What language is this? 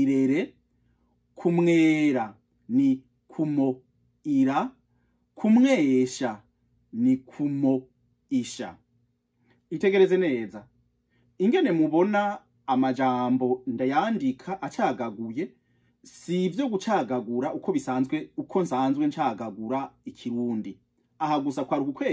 Rundi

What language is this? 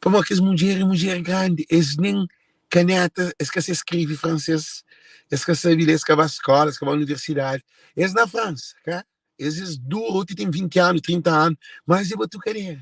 Kabuverdianu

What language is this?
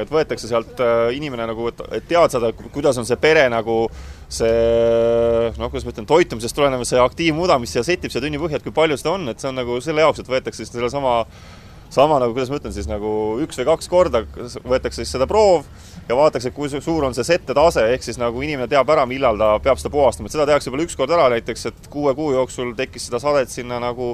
Estonian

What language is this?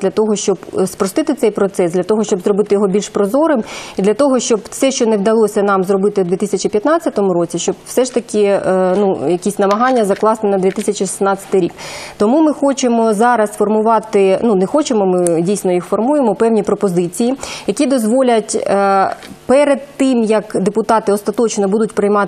Ukrainian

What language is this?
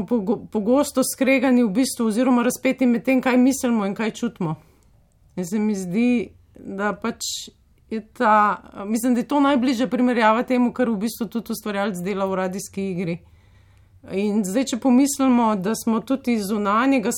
Slovenian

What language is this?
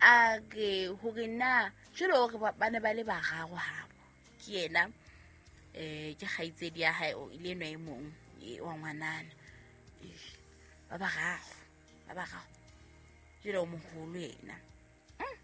Southern Sotho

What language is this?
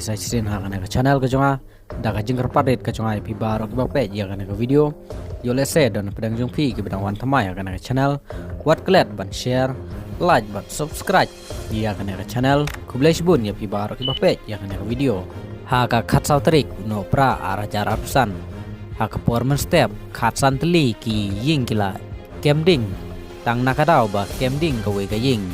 Khasi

